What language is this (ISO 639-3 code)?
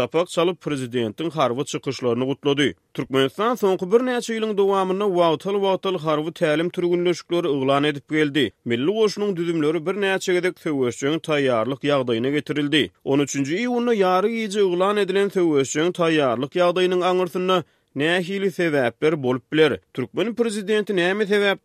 tuk